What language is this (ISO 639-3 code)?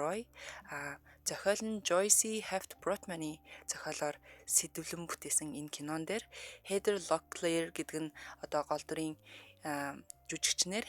mon